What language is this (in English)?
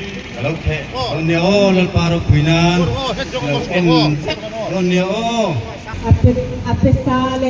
Hmar